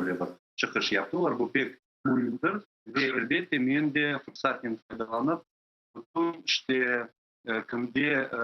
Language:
Crimean Tatar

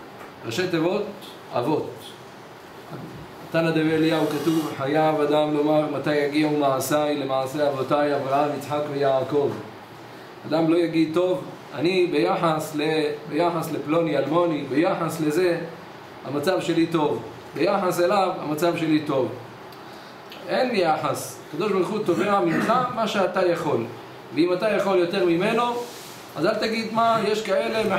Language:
Hebrew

